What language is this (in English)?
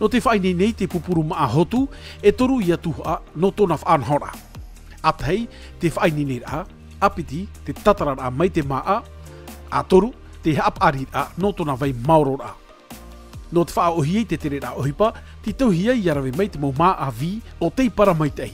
Tahitian